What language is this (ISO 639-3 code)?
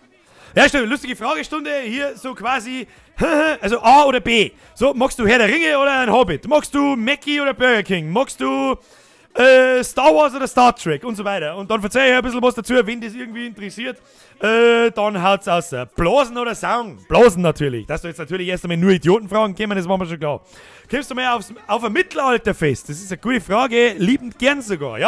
bar